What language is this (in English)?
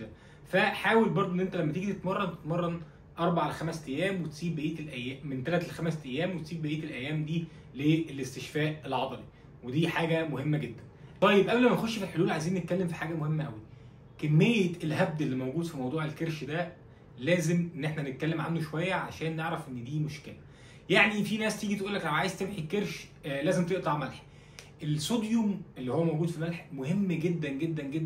Egyptian Arabic